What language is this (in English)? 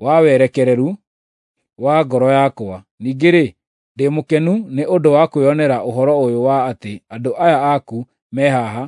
Kikuyu